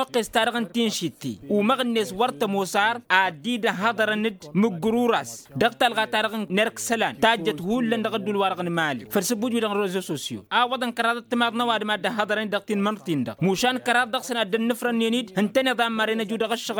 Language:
Tamasheq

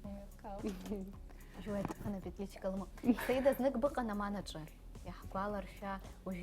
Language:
Abkhazian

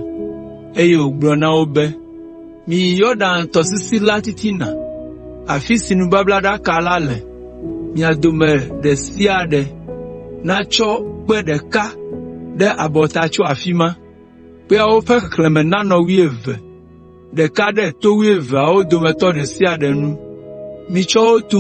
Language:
Ewe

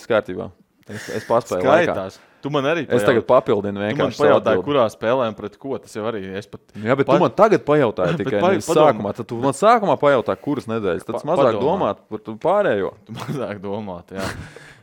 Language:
Latvian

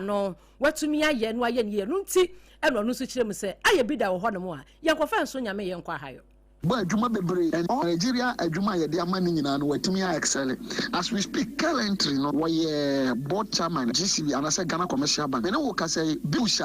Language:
Akan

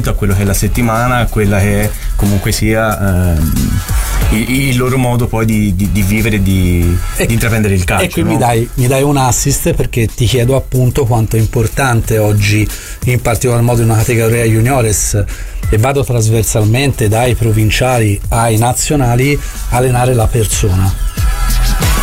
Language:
Italian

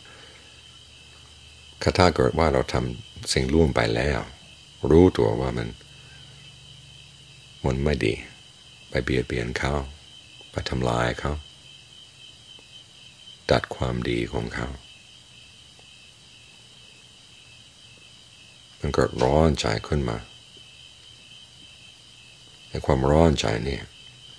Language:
Thai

